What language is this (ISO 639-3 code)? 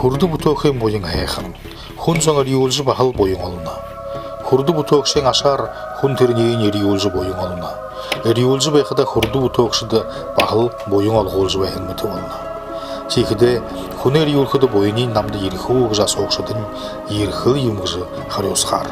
bua